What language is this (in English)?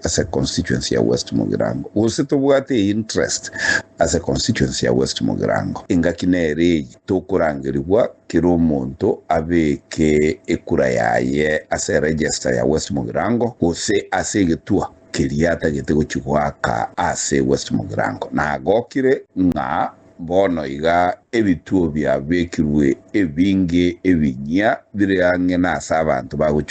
Gusii